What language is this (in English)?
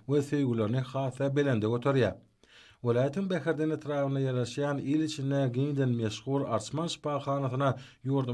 Turkmen